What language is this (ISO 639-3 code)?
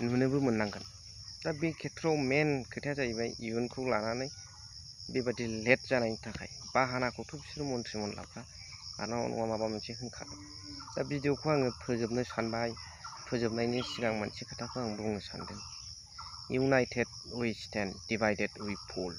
brx